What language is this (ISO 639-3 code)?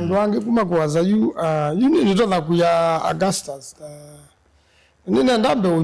kam